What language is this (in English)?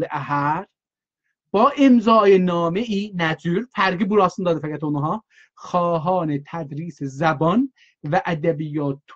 South Azerbaijani